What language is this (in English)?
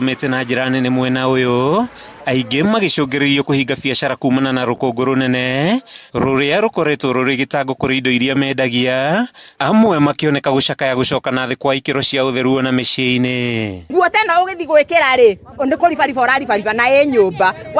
Kikuyu